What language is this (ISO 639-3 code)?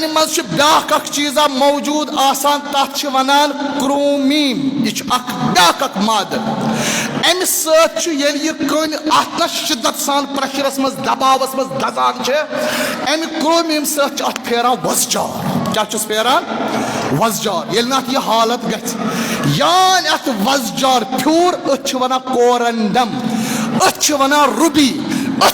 kas